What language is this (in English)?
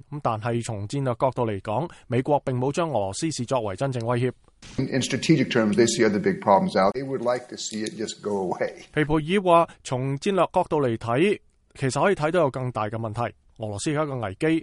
Cantonese